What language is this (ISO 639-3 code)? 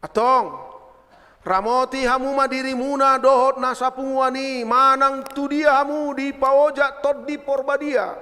bbc